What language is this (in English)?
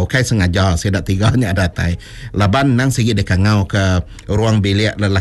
Iban